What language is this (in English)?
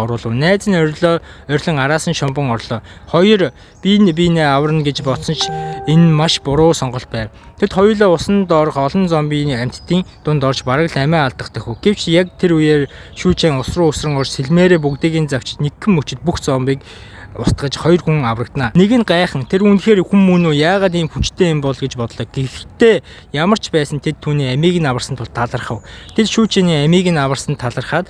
Mongolian